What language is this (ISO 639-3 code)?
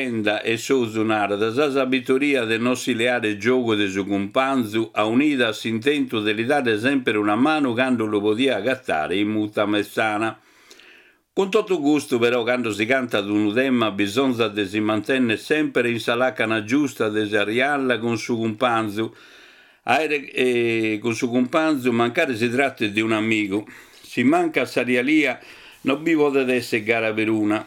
srd